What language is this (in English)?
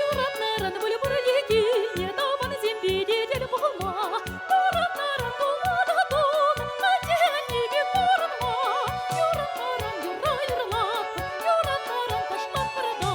Chuvash